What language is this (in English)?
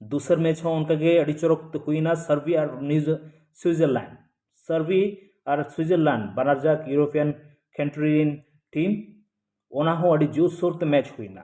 Santali